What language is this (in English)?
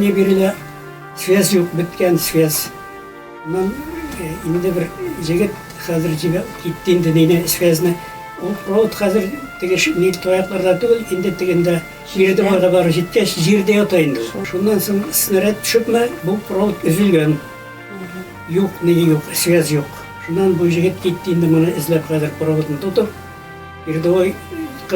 Bashkir